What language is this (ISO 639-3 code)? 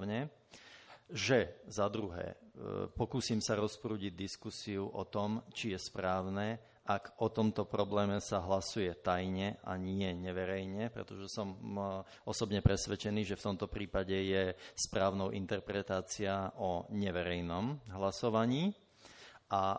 slk